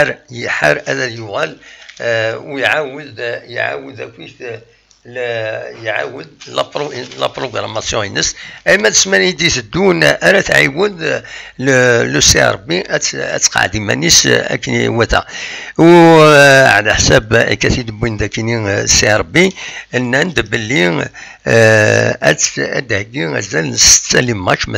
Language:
Kabyle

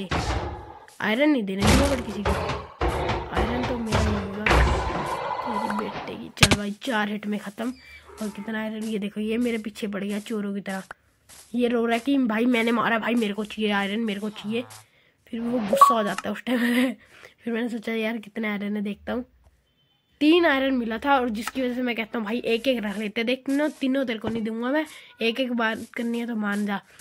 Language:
Hindi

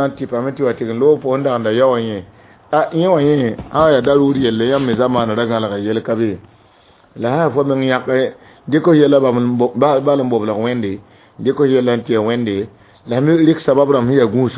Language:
Mossi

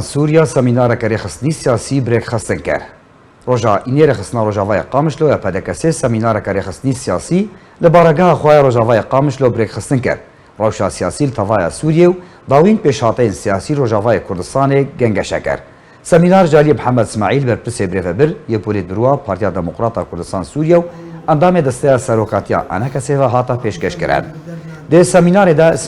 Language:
Kurdish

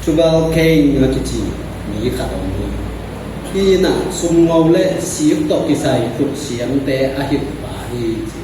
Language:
Tedim Chin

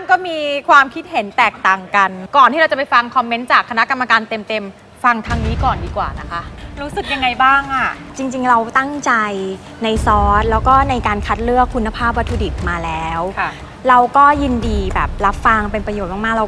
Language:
Thai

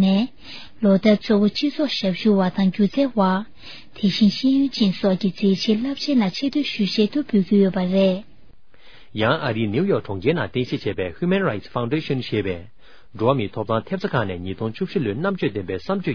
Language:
Tibetan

